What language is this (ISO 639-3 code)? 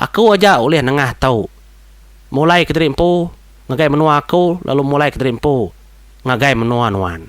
iba